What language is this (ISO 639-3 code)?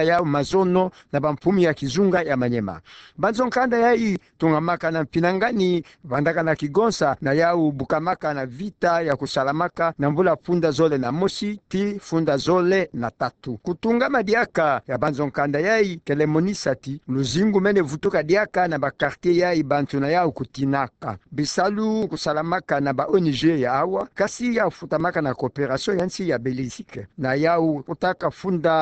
ktu